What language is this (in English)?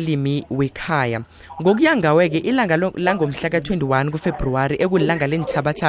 South Ndebele